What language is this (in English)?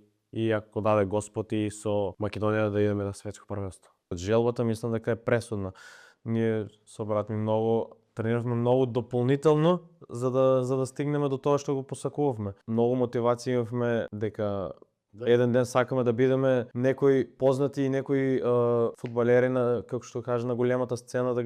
Macedonian